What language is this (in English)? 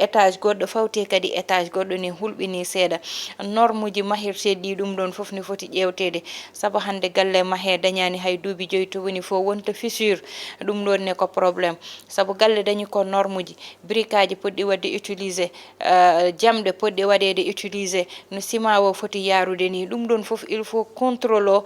Fula